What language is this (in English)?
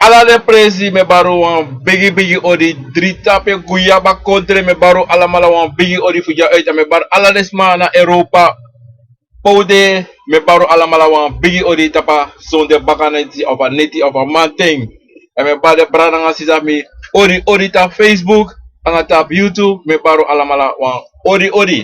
Sranan Tongo